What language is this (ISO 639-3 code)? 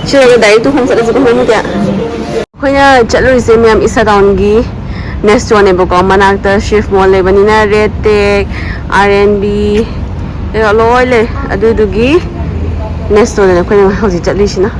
mni